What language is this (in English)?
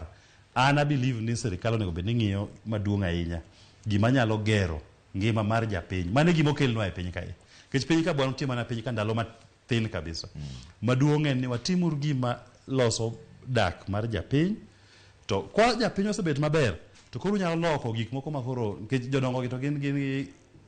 Luo (Kenya and Tanzania)